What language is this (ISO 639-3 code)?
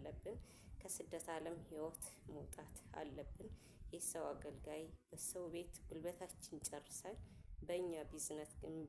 amh